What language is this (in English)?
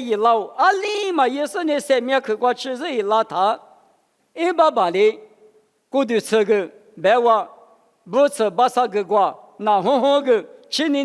Lisu